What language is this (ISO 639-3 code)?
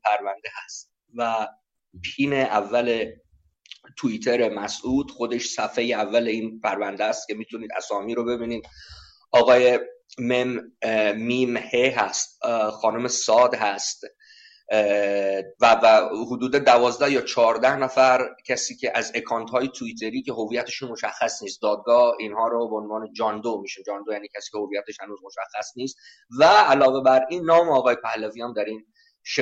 fas